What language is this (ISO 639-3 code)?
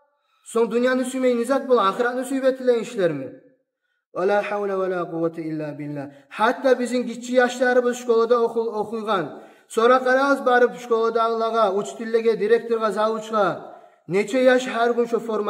kum